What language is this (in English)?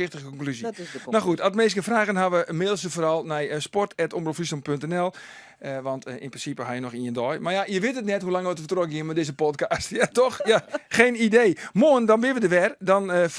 Western Frisian